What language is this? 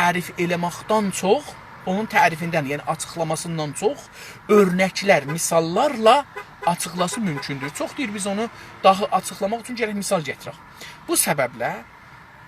South Azerbaijani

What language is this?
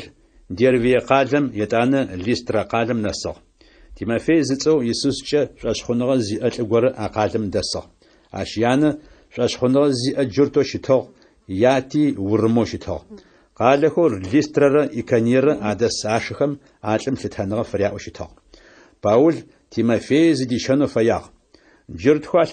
Adyghe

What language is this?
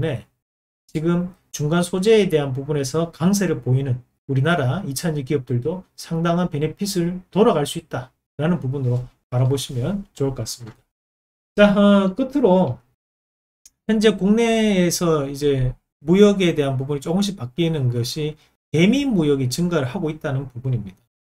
Korean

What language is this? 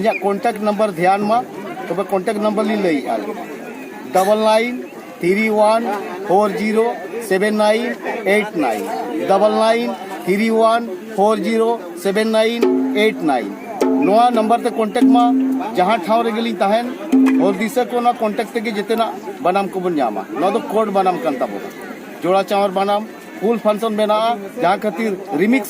Santali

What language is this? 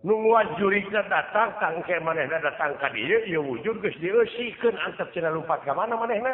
Sundanese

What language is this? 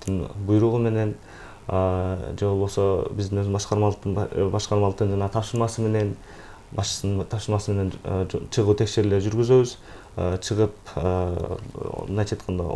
Kyrgyz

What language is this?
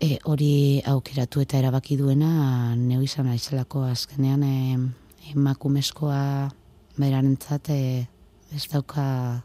Basque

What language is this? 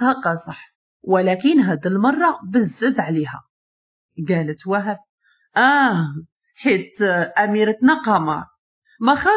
Moroccan Arabic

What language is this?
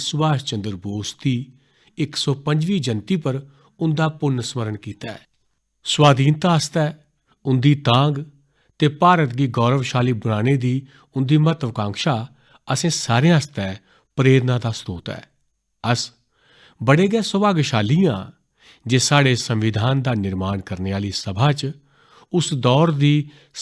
Dogri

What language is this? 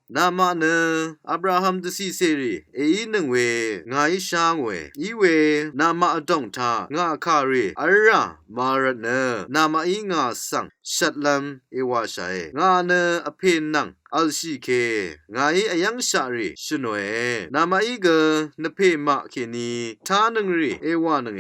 Rawang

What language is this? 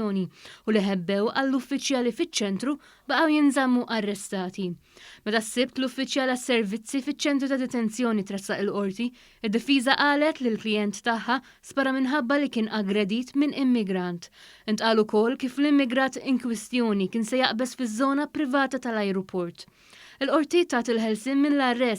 Maltese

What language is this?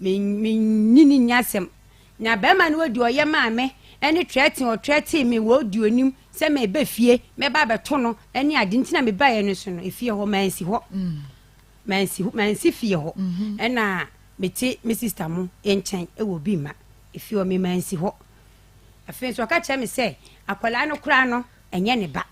Akan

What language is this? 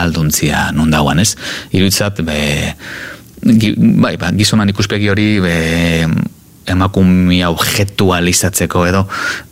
Basque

